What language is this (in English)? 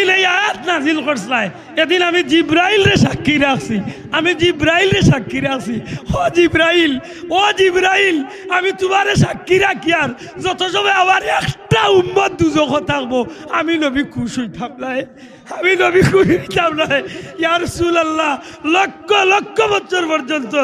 Sylheti